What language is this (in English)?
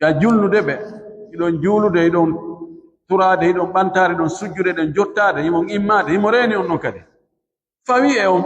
Fula